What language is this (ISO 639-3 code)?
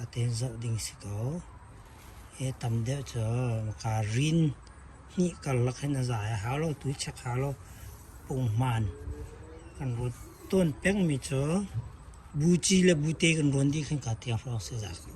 cnh